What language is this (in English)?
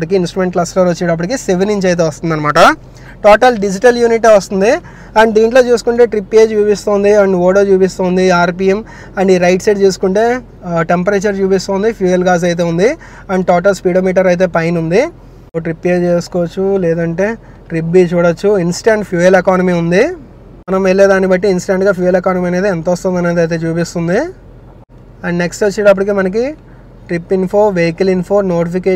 Telugu